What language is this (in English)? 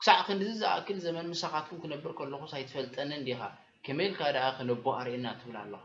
Tigrinya